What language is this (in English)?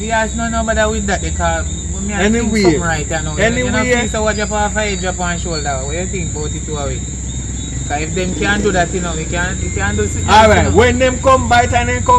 Jamaican Creole English